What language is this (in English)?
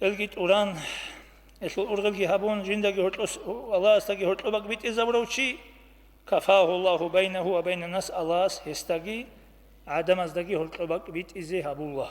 Avaric